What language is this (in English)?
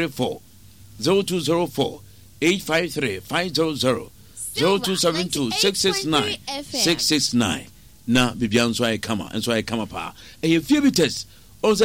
Akan